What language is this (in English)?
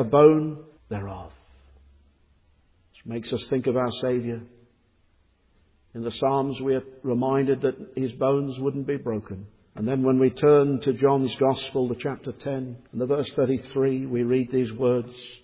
English